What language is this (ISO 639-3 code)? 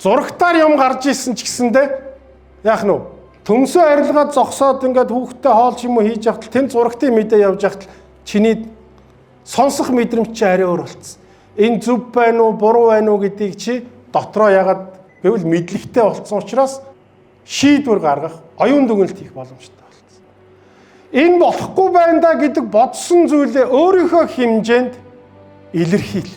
mon